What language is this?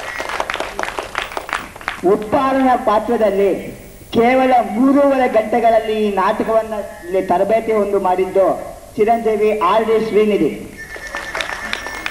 Kannada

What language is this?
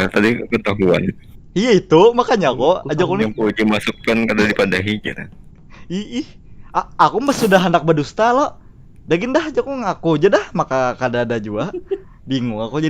Banjar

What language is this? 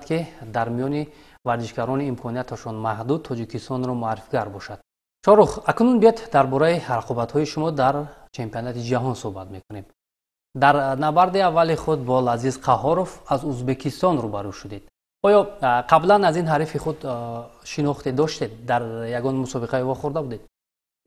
Tajik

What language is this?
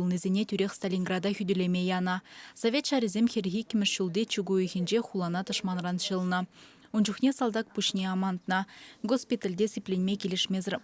Chuvash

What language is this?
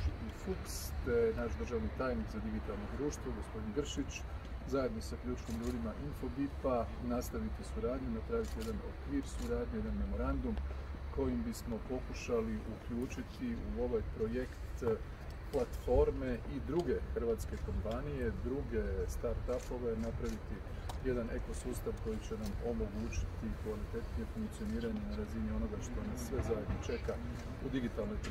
Croatian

